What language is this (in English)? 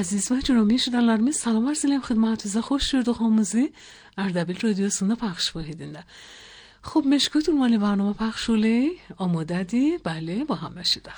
Azerbaijani